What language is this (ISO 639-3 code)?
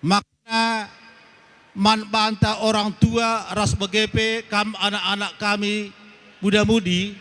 btx